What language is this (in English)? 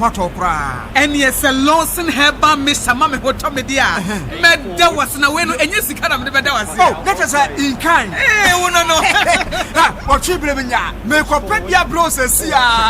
Akan